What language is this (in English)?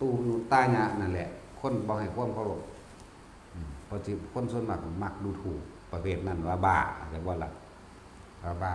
Northeastern Thai